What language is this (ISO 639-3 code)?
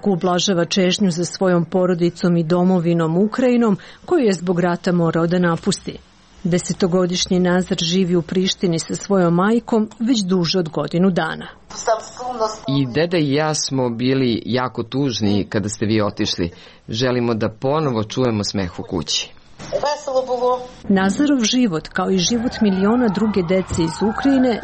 srp